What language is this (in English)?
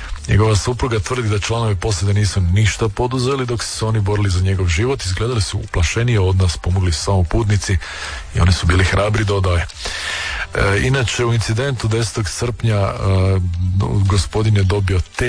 Croatian